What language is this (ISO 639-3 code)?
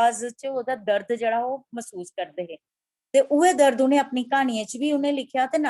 doi